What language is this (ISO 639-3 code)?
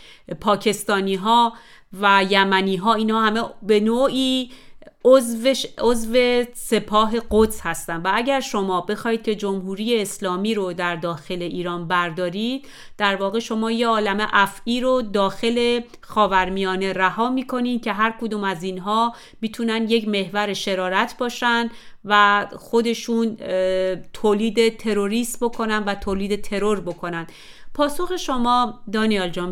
fas